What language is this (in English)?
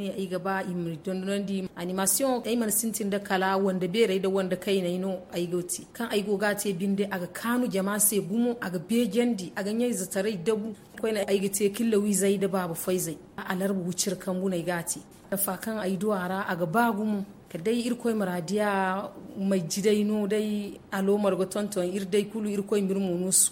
Zarma